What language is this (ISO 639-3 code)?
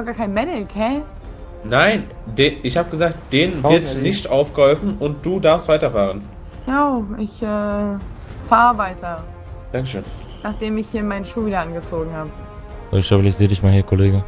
deu